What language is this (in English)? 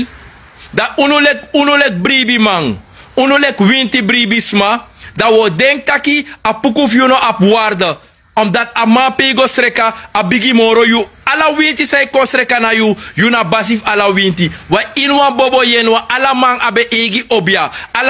Sranan Tongo